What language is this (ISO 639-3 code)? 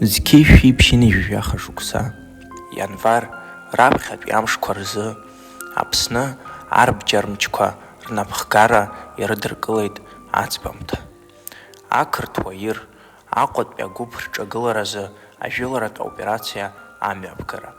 abk